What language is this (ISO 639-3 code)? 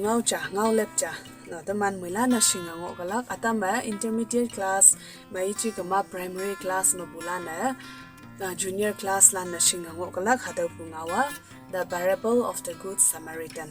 nbe